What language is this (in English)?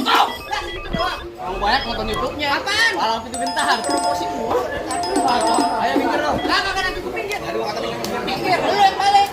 Betawi